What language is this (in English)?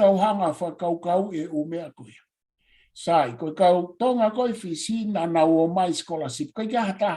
Tongan